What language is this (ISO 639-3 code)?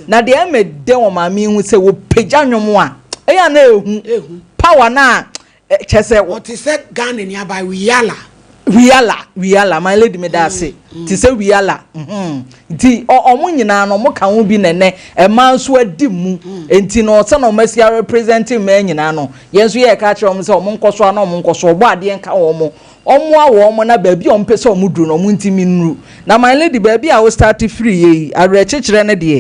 aka